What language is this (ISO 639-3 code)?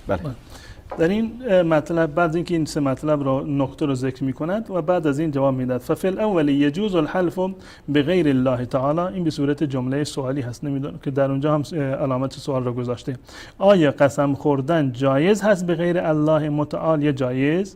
fas